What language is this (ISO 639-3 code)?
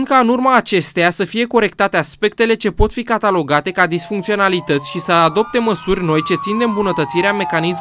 ron